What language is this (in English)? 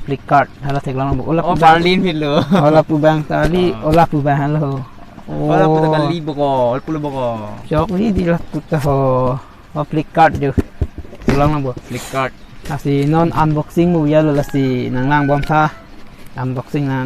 Karbi